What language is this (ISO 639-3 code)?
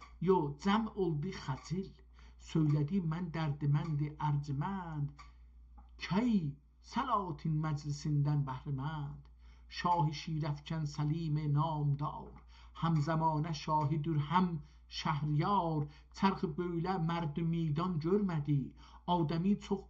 azb